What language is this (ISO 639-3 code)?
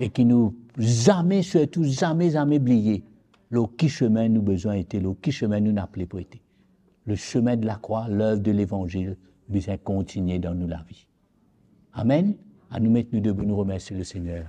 mfe